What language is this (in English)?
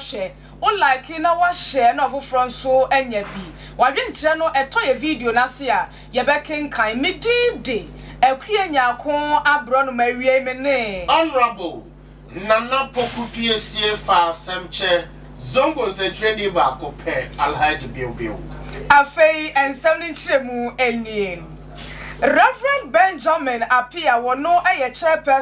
Akan